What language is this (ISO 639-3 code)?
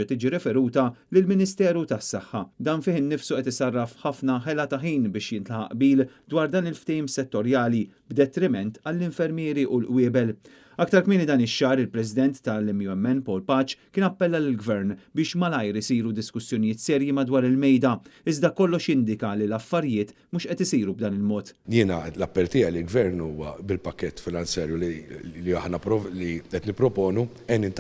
mlt